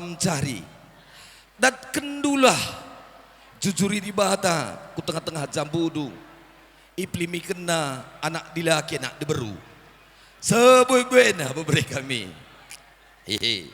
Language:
Batak Karo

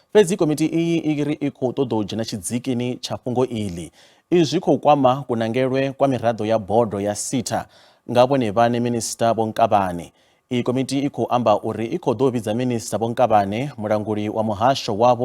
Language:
Venda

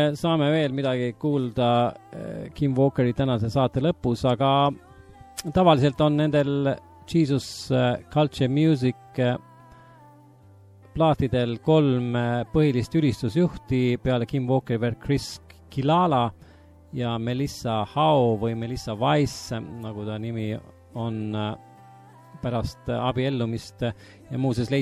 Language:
Estonian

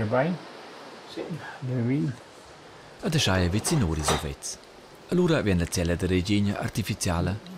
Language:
Romansh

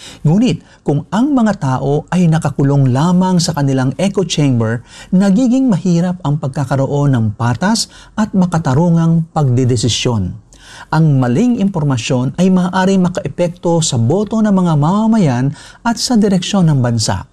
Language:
Filipino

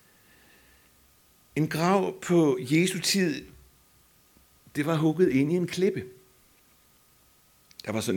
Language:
Danish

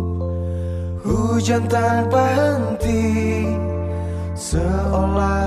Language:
Indonesian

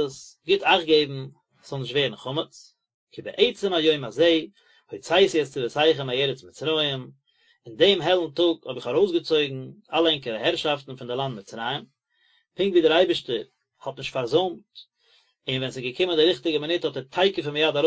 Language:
Yiddish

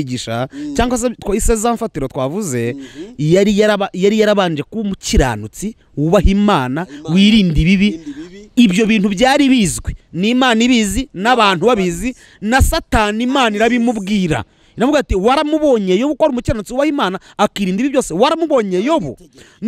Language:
Kinyarwanda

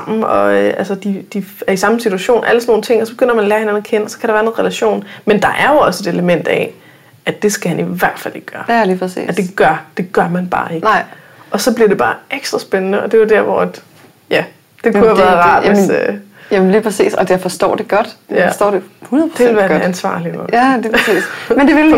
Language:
Danish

